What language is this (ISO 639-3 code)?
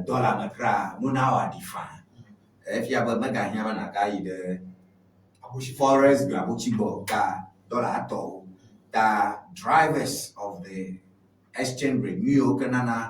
ewe